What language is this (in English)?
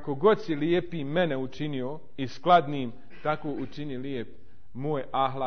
Bosnian